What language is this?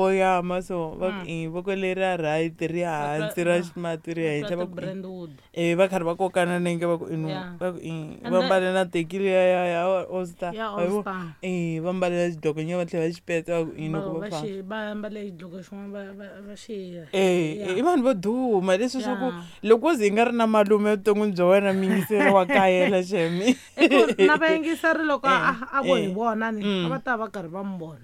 Tsonga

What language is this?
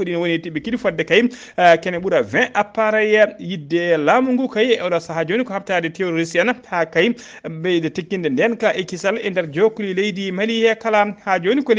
Fula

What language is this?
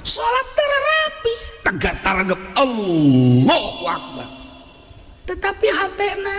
Sundanese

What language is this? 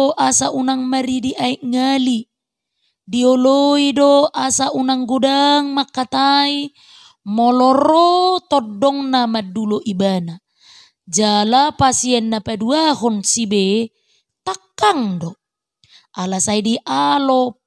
Batak Toba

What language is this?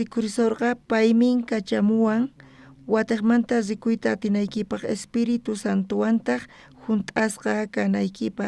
South Bolivian Quechua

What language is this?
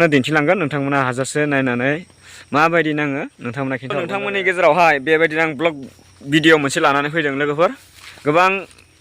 Bodo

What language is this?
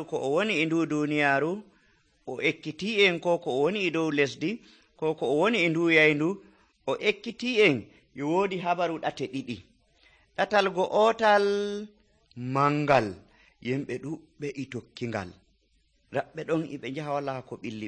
Nigerian Fulfulde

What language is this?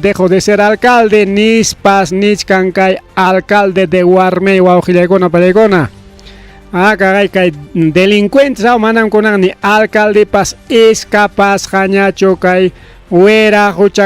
Ayacucho Quechua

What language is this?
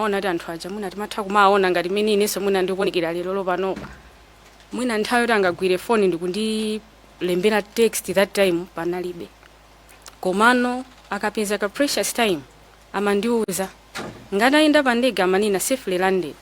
Nyanja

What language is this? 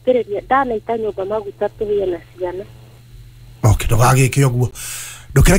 Kikuyu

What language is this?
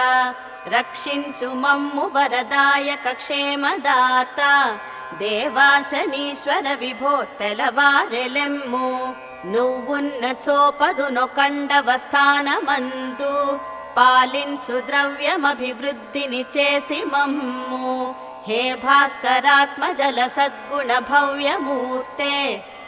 Telugu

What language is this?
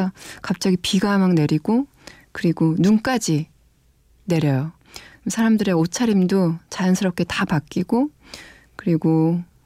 Korean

